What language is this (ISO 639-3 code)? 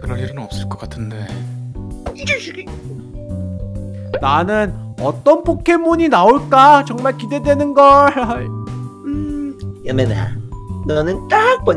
kor